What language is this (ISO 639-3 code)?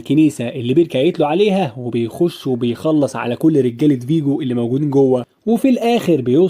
arz